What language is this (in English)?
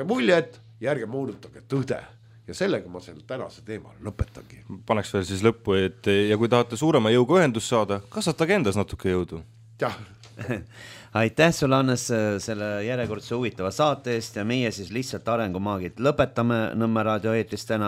Estonian